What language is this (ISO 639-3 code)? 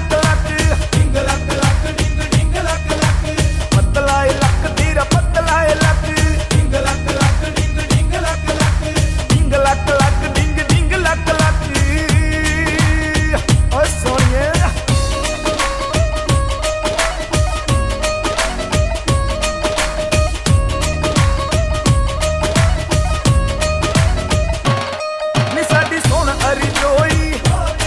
pan